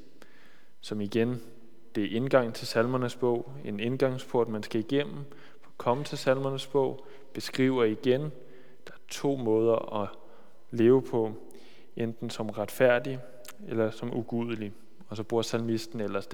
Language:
Danish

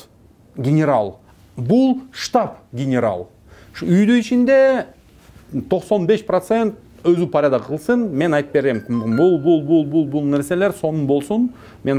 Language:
Kyrgyz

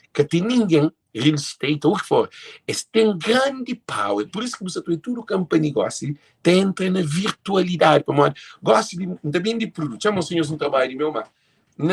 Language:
Kabuverdianu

